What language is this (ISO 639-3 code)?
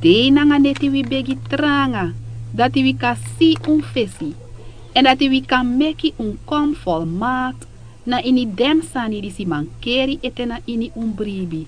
srn